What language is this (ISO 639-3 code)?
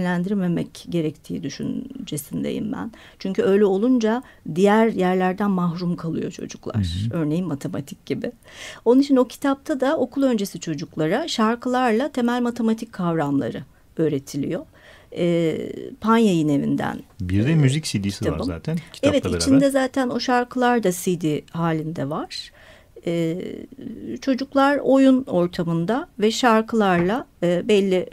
tur